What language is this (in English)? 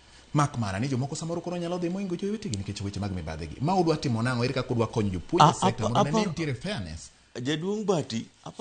Luo (Kenya and Tanzania)